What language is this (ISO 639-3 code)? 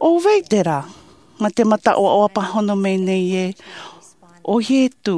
tah